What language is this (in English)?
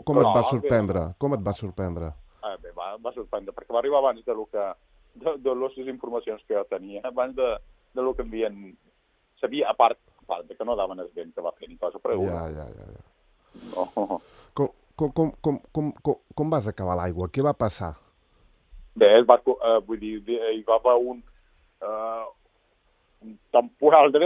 Catalan